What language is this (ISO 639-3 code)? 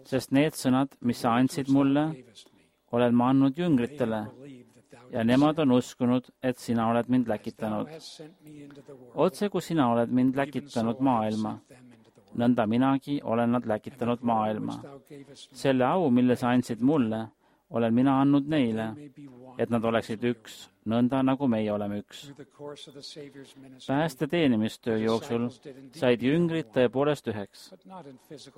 est